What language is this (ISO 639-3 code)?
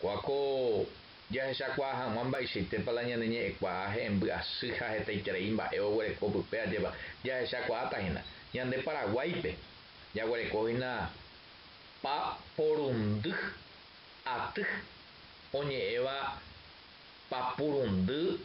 grn